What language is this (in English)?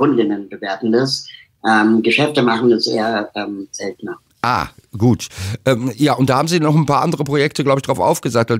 German